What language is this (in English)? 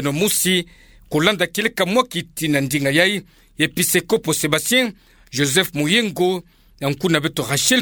Kituba (Democratic Republic of Congo)